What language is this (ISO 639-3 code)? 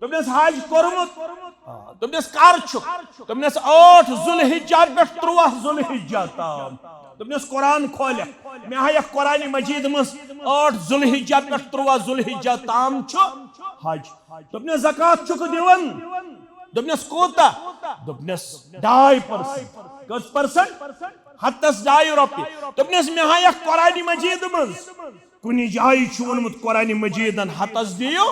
kas